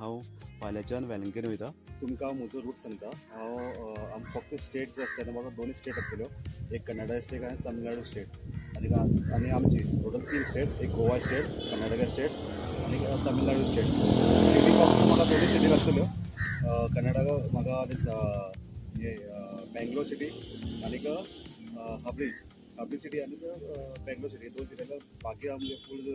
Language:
Konkani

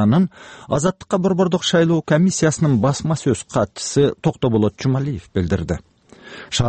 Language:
Kyrgyz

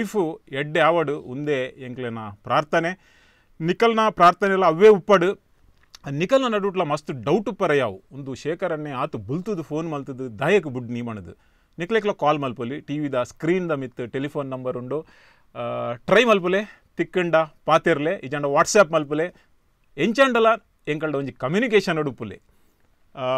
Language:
Tulu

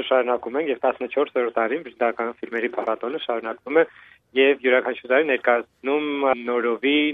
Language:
Armenian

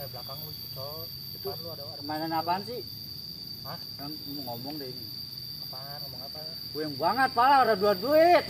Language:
Betawi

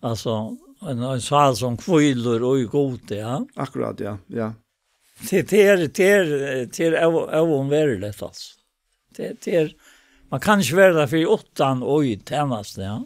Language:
Faroese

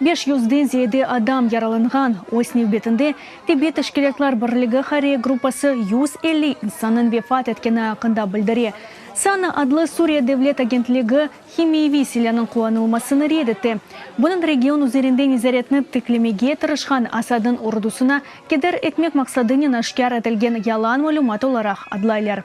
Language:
Crimean Tatar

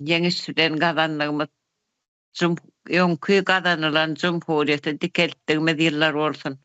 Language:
Turkmen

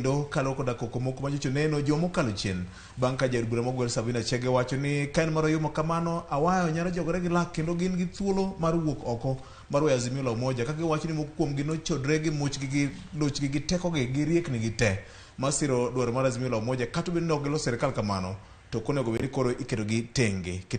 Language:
Luo (Kenya and Tanzania)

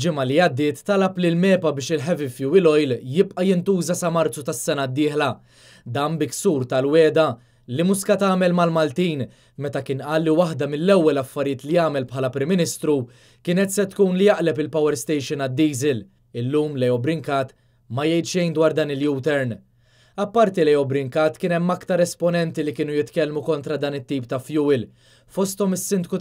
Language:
Maltese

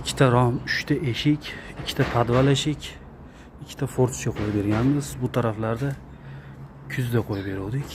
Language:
Uzbek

